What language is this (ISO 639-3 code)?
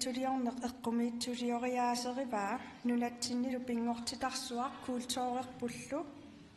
kal